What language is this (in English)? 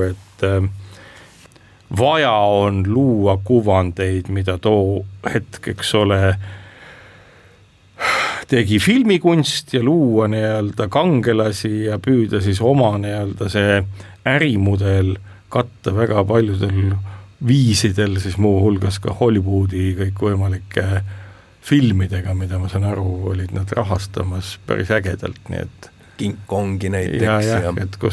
Estonian